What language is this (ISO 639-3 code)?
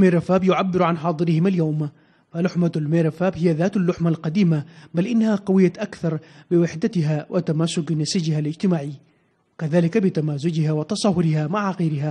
ara